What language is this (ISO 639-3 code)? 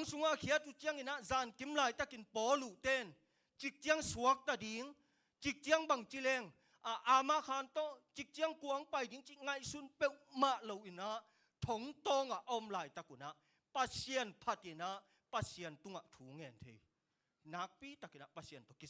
ctd